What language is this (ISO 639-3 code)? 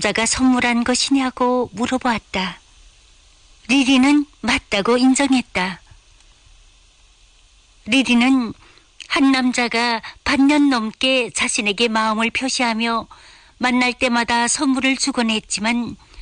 kor